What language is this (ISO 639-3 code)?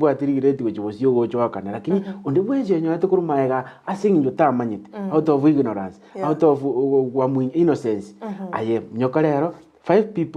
guz